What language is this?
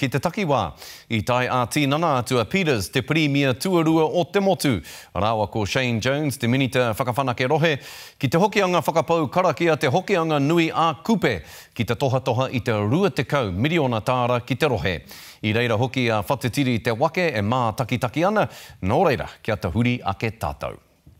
Māori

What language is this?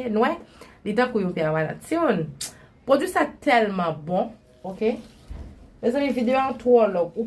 Haitian Creole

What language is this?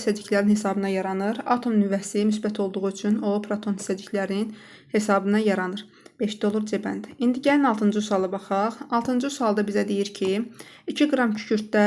Azerbaijani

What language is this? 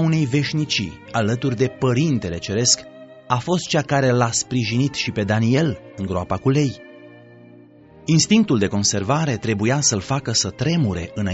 Romanian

